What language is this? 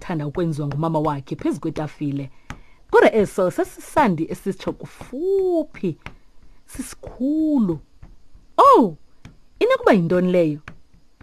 Xhosa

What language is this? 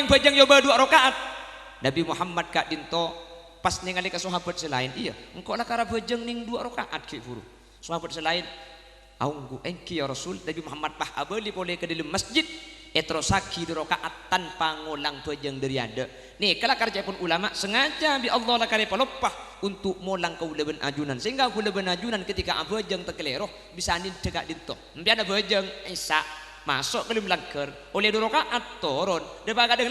Madurese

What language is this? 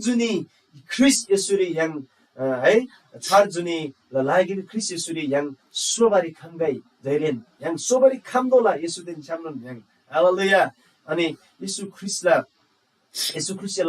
Eastern Tamang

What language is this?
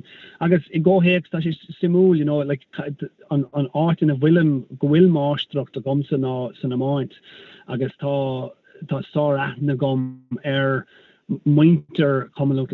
Irish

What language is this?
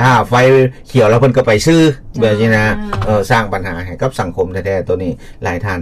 Lao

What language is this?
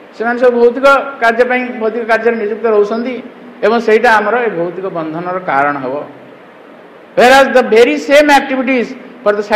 Odia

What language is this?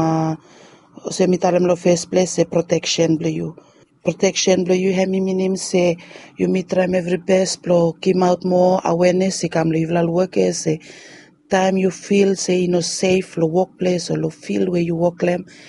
Bislama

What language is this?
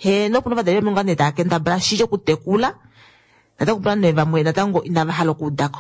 Kuanyama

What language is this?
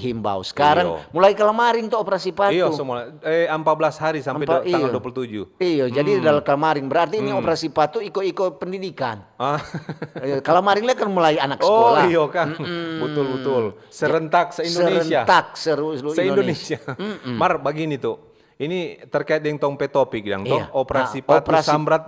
Manado Malay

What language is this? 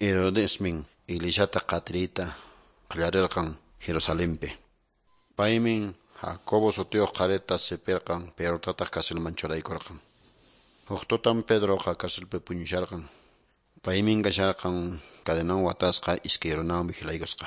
Quechua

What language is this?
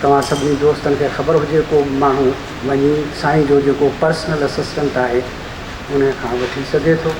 Sindhi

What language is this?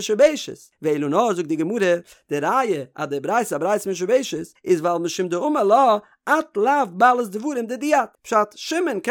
Yiddish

